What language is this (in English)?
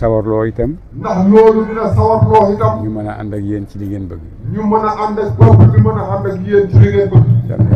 Wolof